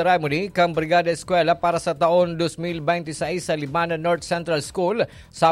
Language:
Bikol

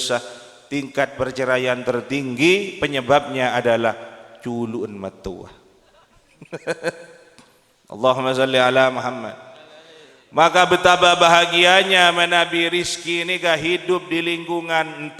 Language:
Madurese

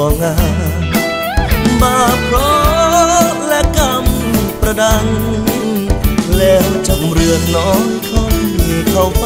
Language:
Thai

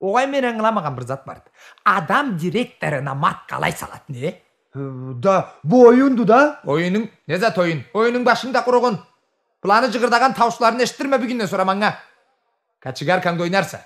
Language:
Karachay-Balkar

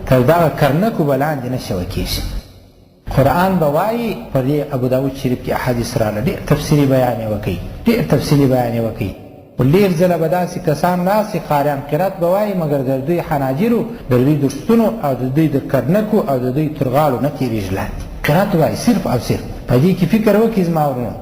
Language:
Pashto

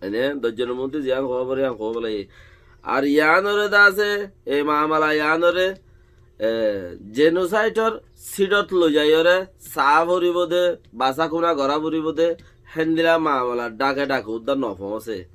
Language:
Rohingya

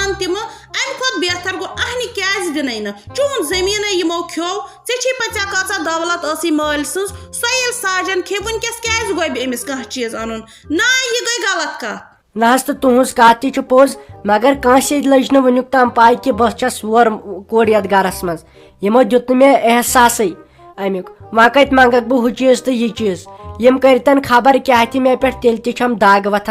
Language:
Kashmiri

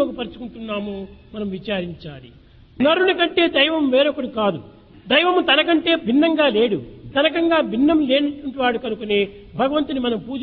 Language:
Telugu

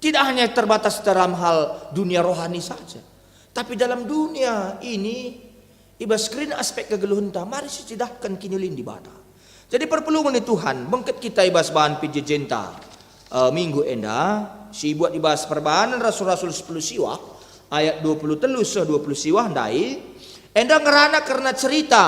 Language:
Batak Karo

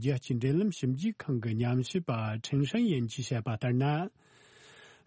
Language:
Tibetan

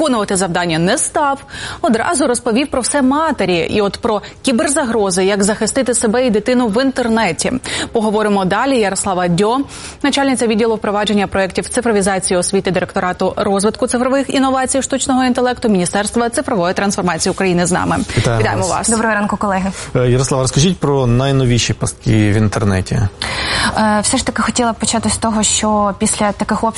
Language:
Ukrainian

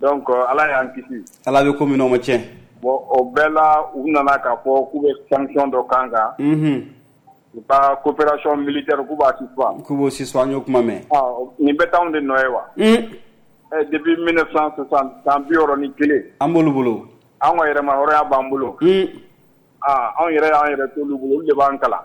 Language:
Bambara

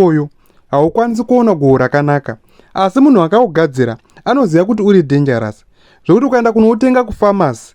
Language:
Shona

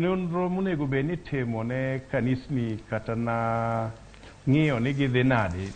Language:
Luo (Kenya and Tanzania)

